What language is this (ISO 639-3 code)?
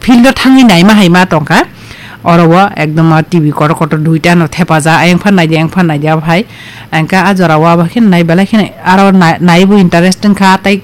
trp